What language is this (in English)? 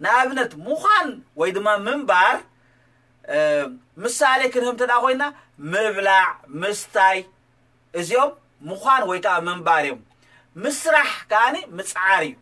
Tigrinya